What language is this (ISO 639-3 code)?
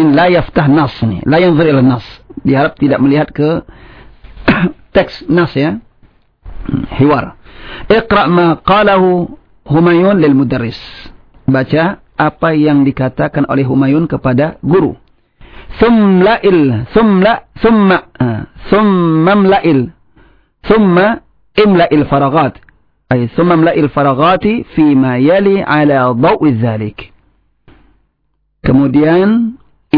ind